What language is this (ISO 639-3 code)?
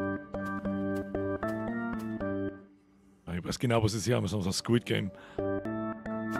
deu